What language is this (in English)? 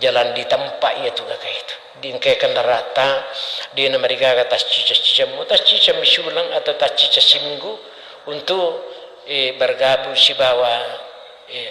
Buginese